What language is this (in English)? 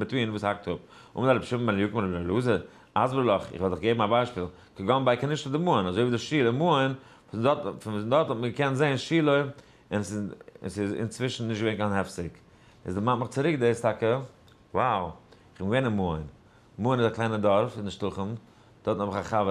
Yiddish